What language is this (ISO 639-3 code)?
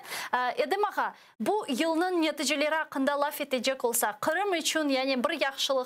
crh